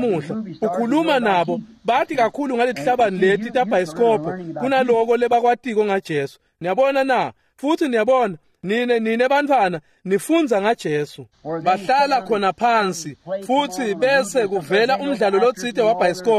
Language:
Swati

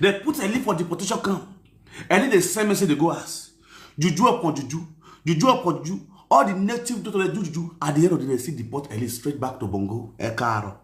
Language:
Nigerian Pidgin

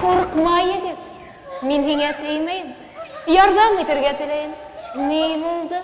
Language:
Bashkir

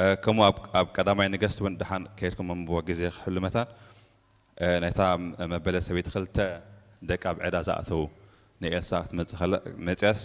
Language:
Tigrinya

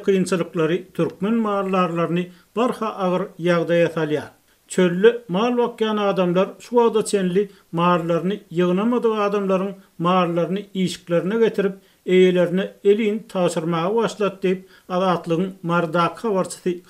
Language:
Turkmen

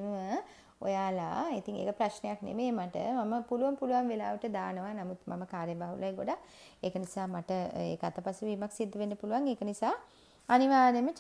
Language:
Sinhala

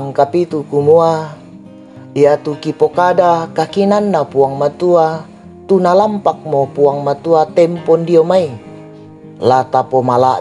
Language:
Toraja-Sa'dan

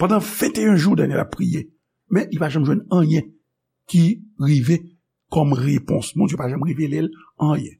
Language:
Haitian Creole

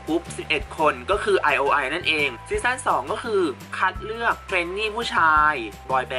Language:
Thai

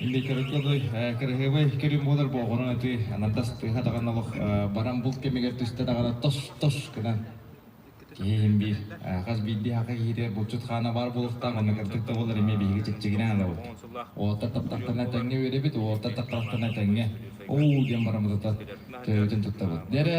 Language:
Yakut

